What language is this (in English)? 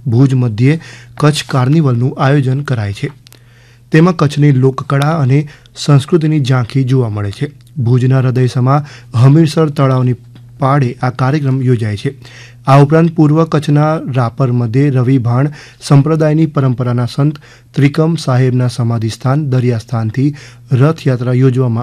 Gujarati